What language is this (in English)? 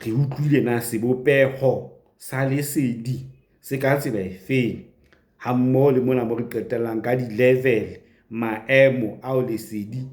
Southern Sotho